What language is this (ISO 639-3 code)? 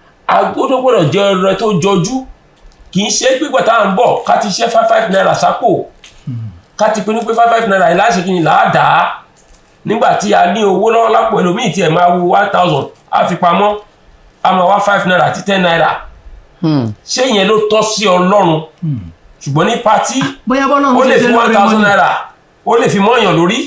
yor